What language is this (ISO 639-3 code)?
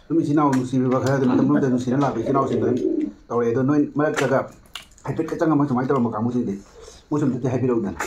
mni